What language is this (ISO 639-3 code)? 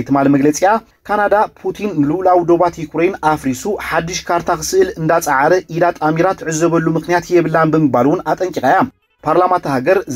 tir